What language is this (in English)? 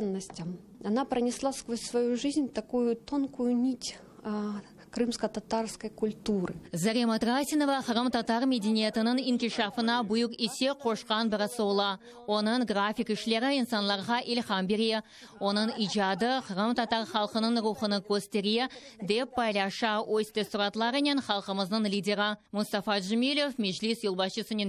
Crimean Tatar